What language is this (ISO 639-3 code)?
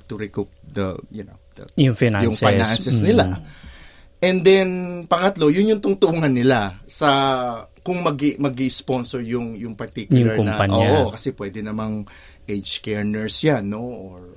fil